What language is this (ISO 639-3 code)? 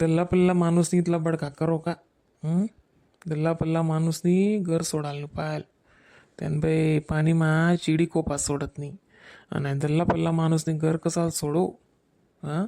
khn